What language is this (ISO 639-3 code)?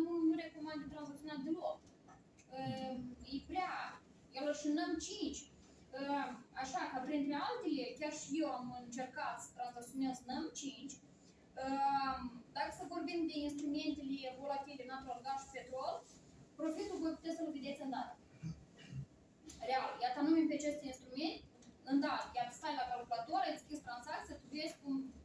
ron